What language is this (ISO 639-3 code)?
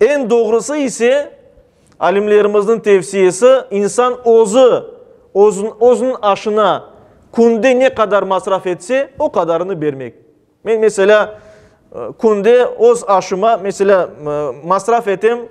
crh